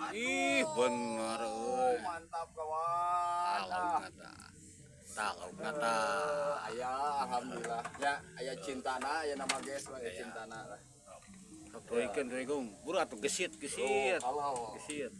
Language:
Sundanese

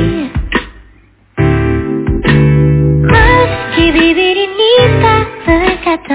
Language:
Indonesian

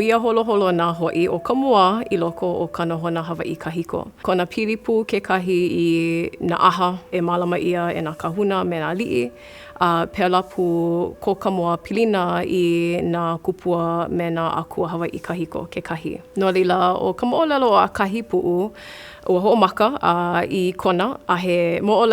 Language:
Hawaiian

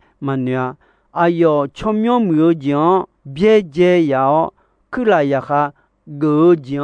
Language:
Akha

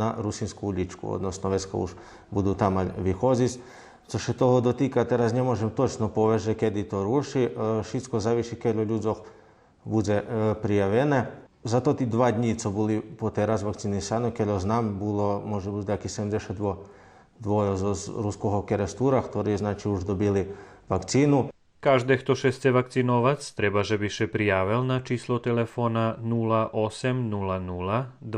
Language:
Rusyn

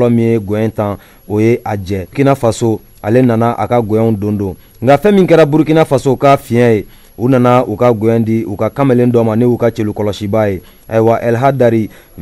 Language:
Bambara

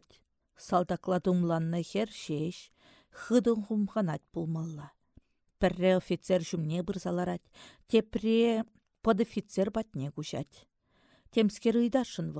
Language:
Chuvash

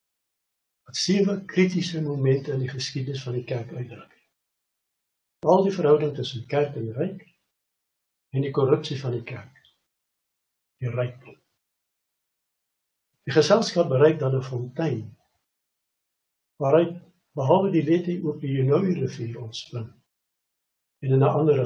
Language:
Afrikaans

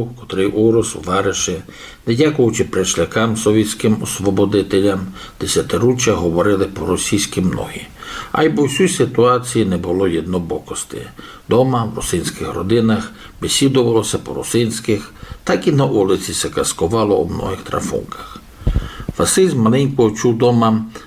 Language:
Rusyn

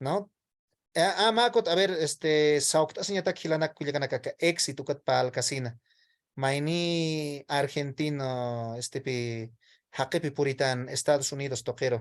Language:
Aymara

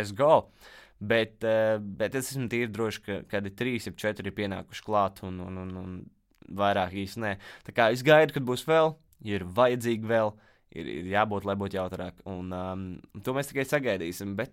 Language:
Latvian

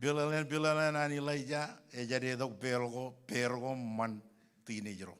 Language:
Marshallese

